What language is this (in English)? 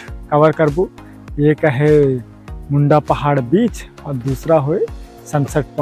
Sadri